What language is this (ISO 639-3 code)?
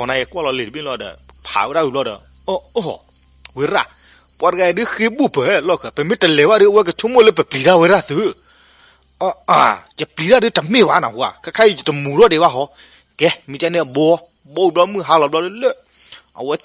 ksw